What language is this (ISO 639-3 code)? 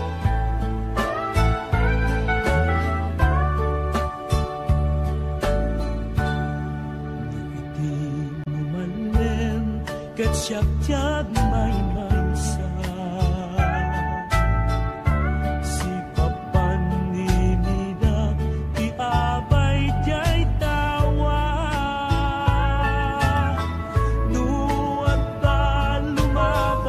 ilo